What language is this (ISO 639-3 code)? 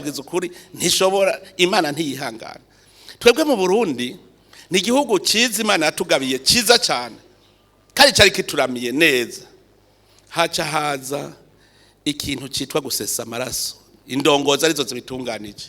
run